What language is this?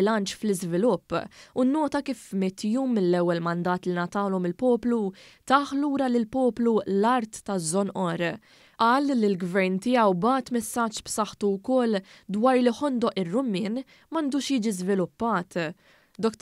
Maltese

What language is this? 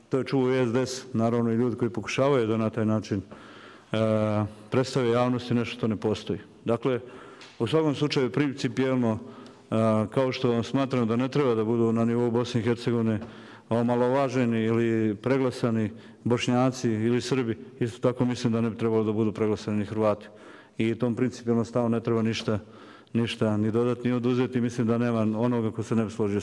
Serbian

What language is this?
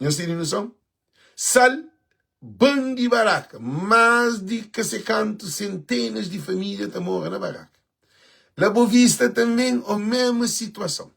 Kabuverdianu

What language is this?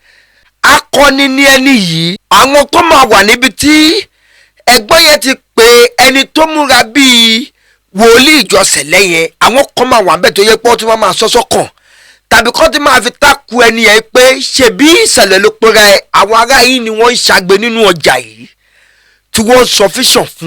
Yoruba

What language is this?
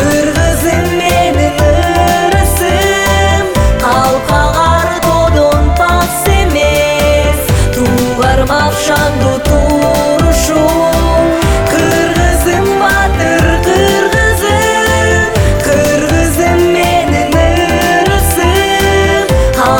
Kyrgyz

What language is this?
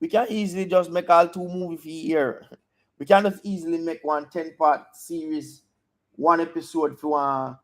Jamaican Creole English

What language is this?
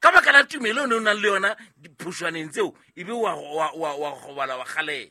Southern Sotho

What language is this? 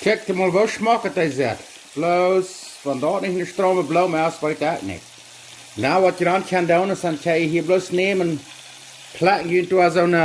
Plautdietsch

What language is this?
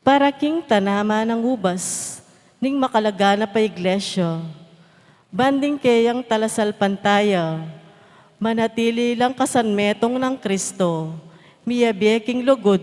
Pampanga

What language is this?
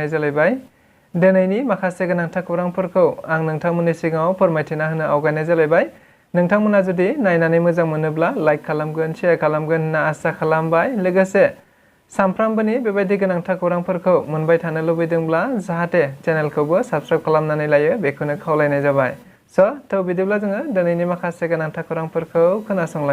Bodo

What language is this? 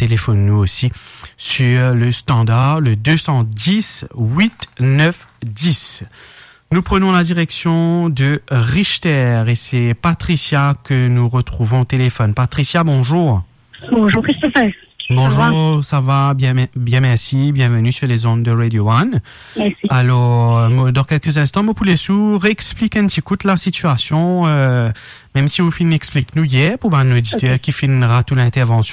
Morisyen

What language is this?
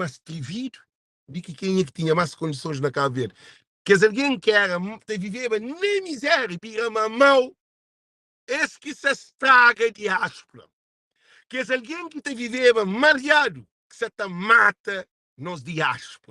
Kabuverdianu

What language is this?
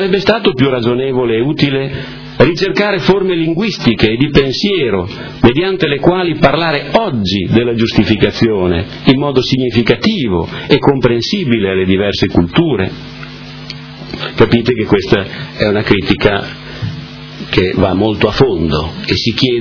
Italian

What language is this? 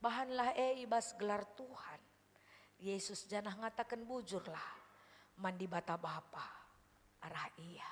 Batak Karo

